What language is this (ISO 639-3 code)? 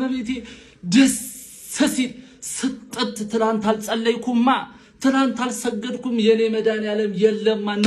amh